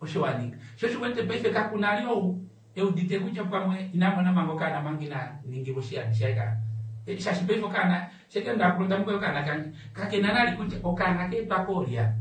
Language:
Kuanyama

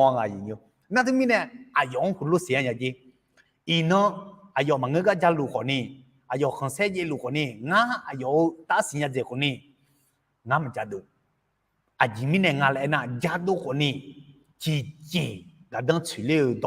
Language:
Akha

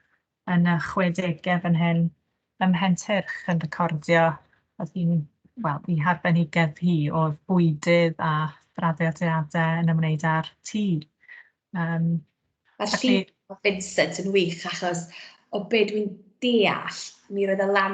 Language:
Welsh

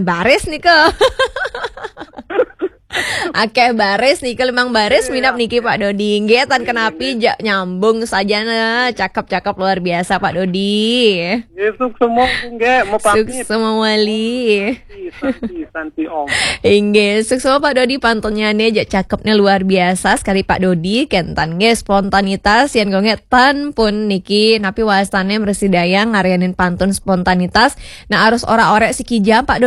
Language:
Balinese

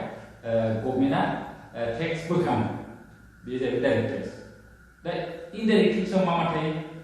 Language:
Bodo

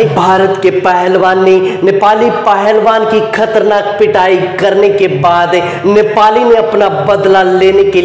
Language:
Hindi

